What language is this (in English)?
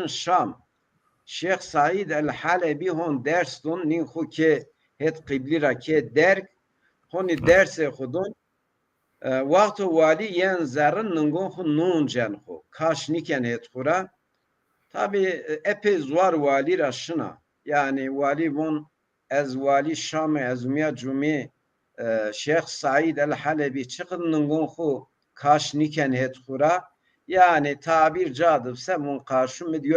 Zaza